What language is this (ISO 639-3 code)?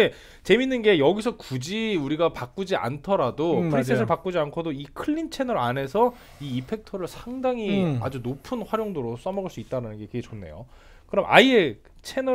kor